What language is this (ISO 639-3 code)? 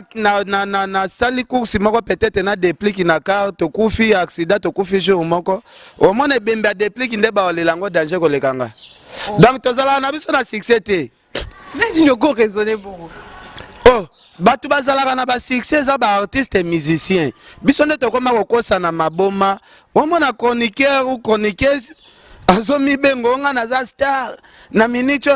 lin